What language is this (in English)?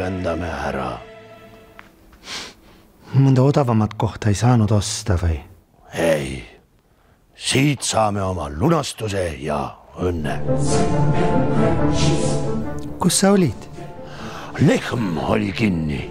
Estonian